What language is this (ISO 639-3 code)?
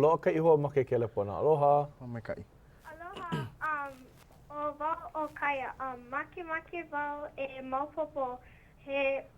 haw